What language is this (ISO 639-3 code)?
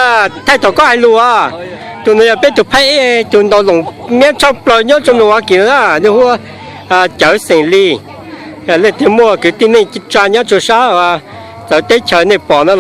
hmn